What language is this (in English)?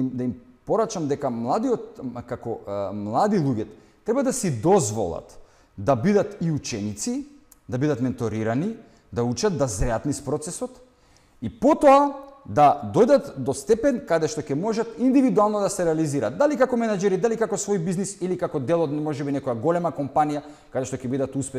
Macedonian